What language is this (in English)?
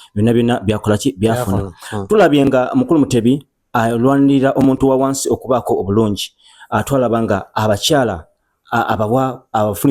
Ganda